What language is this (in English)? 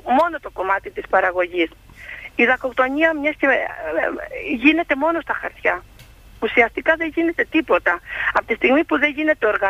Greek